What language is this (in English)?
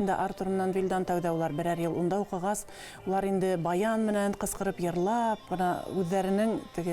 Bashkir